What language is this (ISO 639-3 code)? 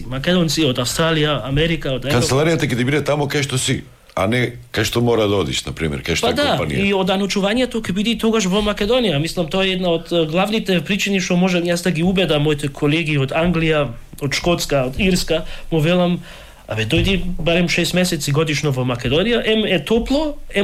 mkd